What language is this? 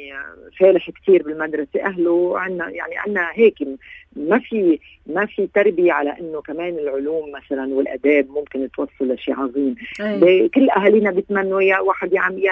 North Levantine Arabic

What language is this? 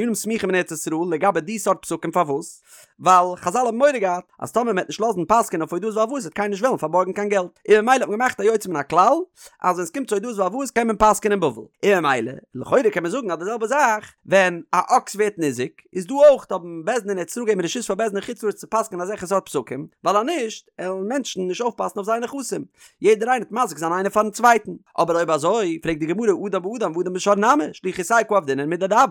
Yiddish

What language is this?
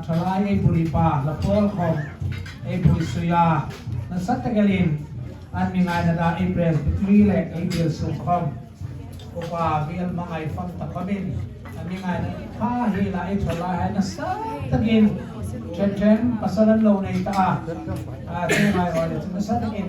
Hmar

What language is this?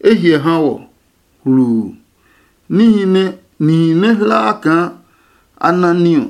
Adangme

